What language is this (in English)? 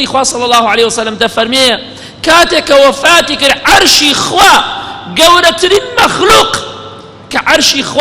Central Kurdish